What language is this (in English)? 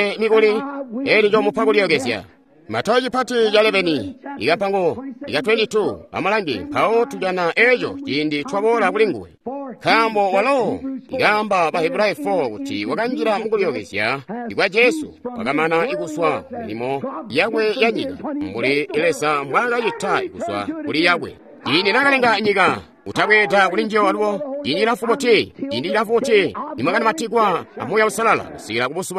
Tonga (Zambia)